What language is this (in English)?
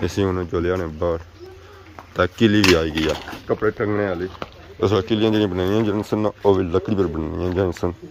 Pahari-Potwari